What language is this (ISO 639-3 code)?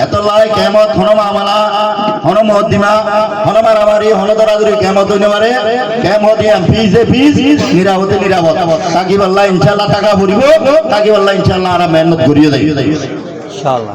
rhg